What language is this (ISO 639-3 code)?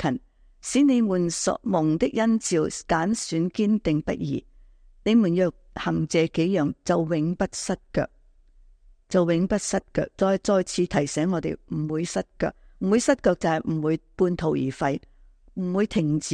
yue